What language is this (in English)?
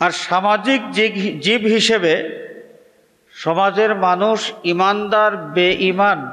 Sylheti